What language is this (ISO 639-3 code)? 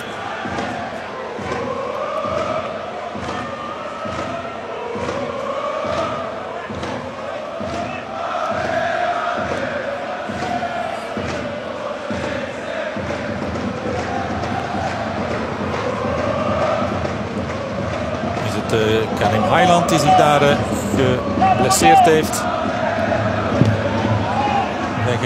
nld